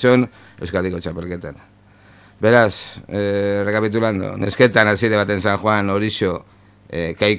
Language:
Basque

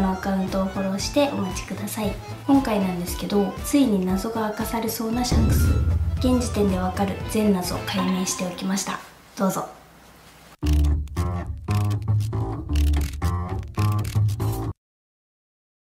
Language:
Japanese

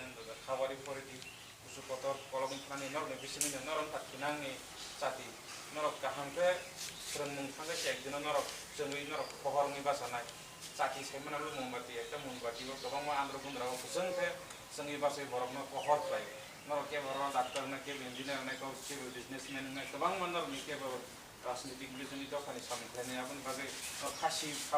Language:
Kok Borok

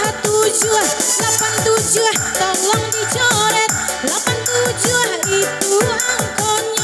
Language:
Minangkabau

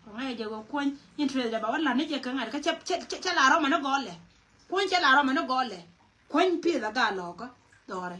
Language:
Nuer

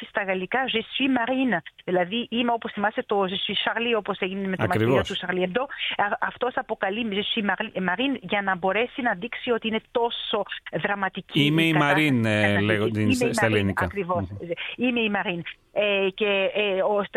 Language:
Greek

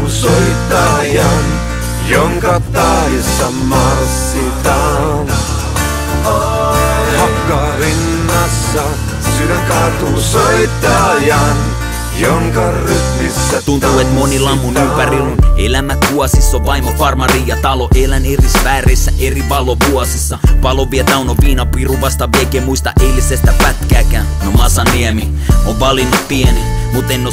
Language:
Finnish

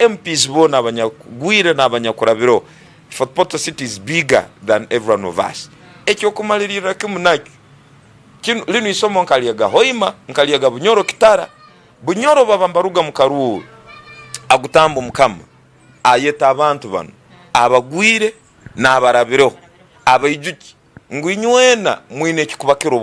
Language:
Tooro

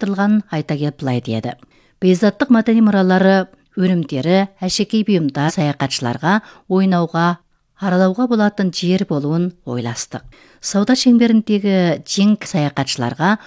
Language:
Kazakh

